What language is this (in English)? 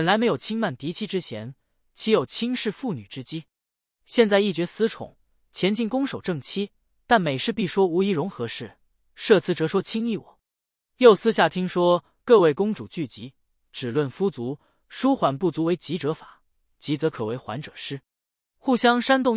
Chinese